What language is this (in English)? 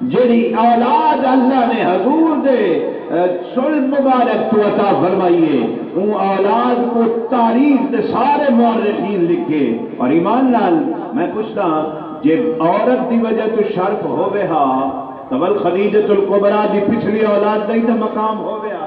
Saraiki